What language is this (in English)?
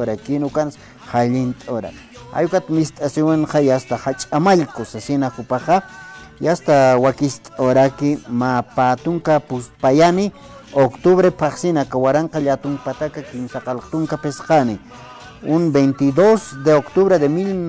Aymara